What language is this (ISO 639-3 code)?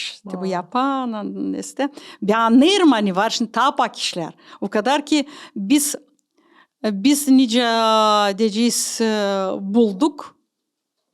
gag